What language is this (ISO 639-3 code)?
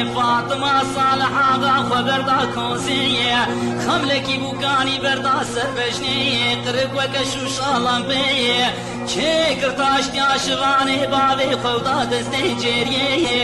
kur